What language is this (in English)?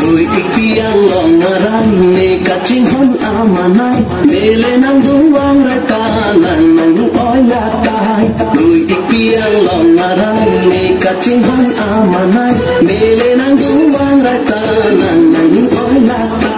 Karbi